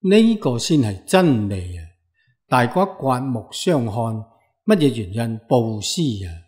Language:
Cantonese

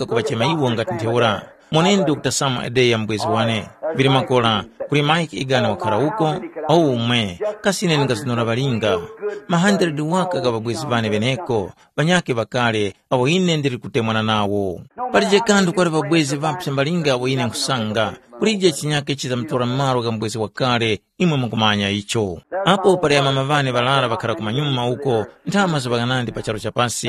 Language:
Tumbuka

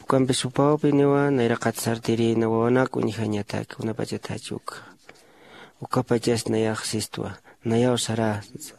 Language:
Aymara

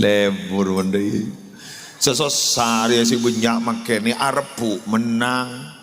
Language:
Madurese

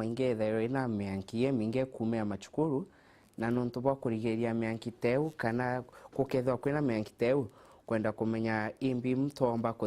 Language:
Meru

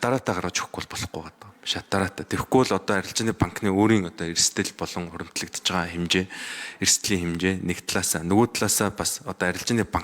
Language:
Mongolian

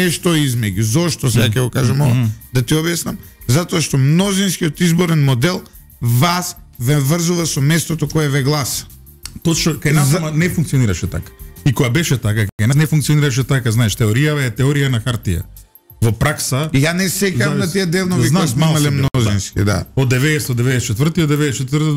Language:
Macedonian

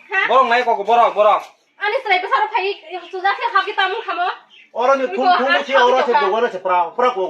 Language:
Kok Borok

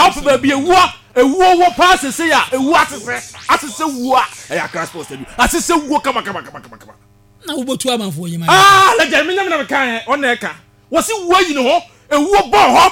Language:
Akan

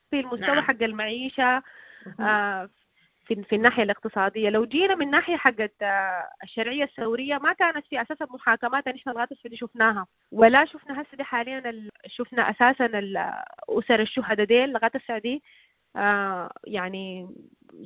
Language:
Sudanese Arabic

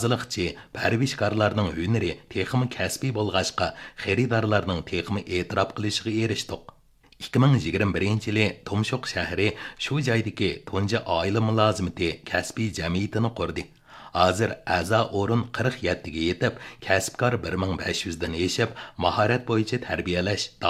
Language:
Uyghur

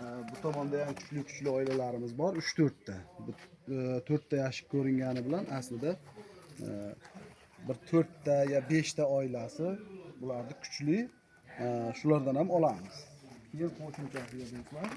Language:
Uzbek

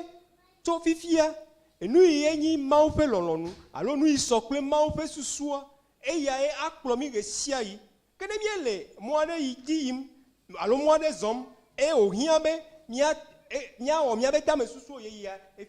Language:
Ewe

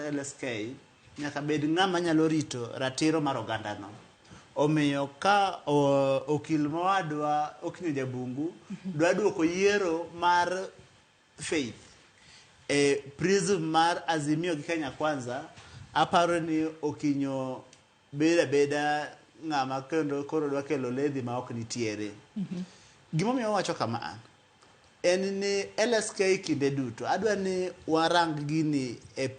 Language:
Luo (Kenya and Tanzania)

